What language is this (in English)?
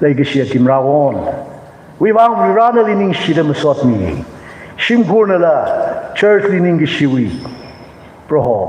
Tangkhul Naga (India)